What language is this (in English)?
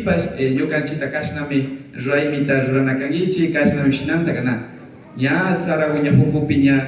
Imbabura Highland Quichua